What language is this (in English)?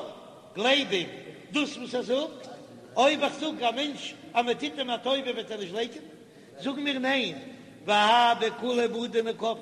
Yiddish